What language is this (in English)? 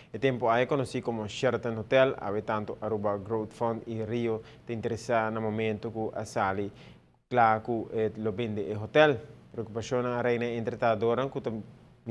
Papiamento